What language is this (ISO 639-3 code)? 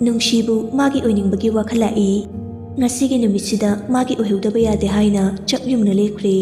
mni